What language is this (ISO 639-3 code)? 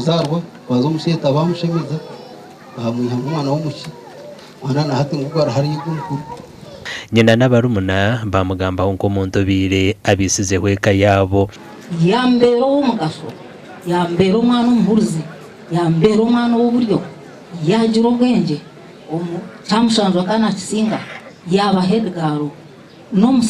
nyn